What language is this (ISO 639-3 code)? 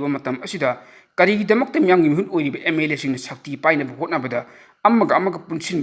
mni